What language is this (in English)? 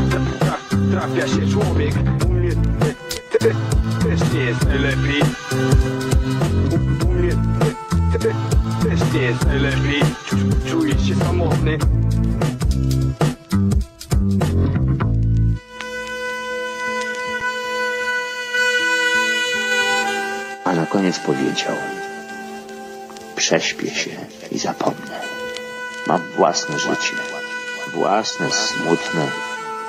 Polish